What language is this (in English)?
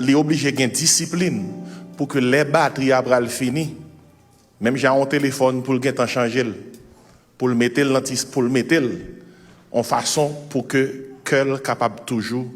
Haitian Creole